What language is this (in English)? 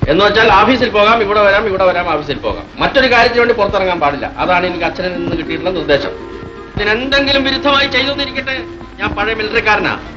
Malayalam